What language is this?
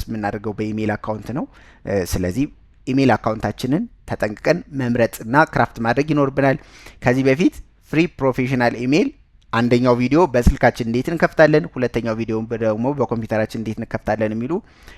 Amharic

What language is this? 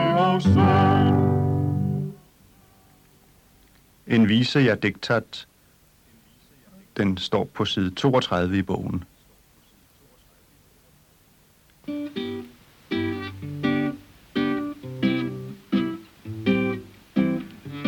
Danish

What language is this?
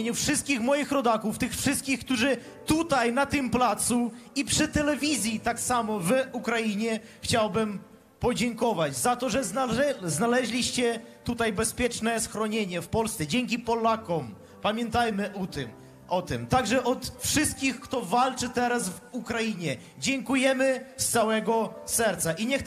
Polish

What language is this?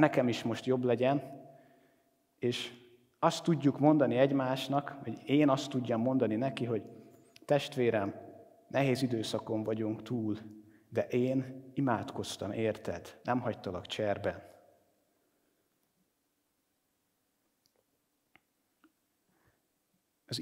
Hungarian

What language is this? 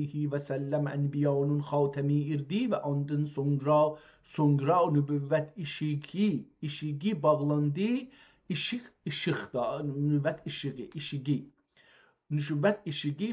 South Azerbaijani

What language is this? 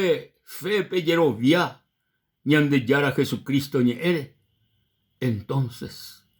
Guarani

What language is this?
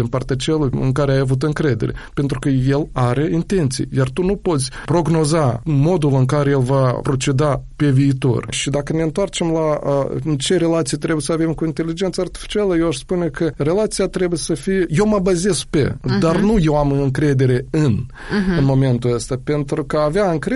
Romanian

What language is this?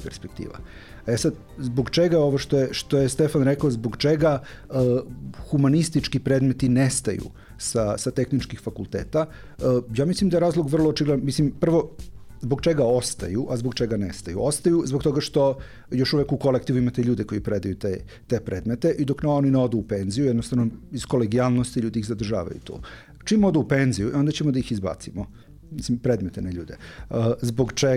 Serbian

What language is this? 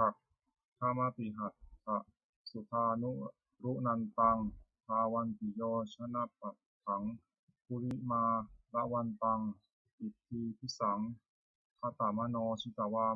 Pali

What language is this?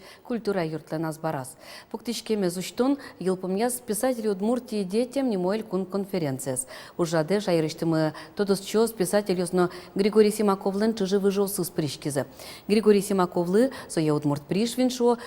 Udmurt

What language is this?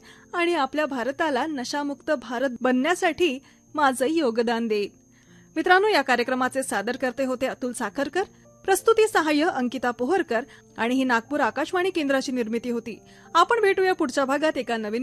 Marathi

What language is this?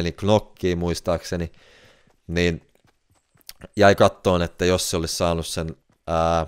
Finnish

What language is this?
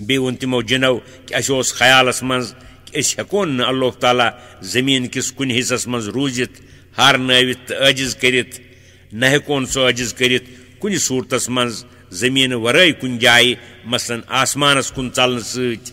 Kashmiri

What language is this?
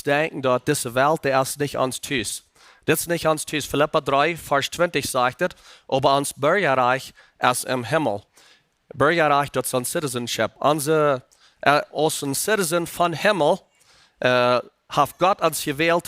Plautdietsch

